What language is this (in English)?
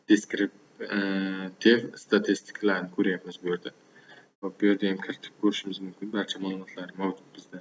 Uzbek